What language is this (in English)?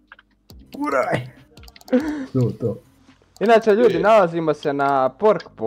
Bosnian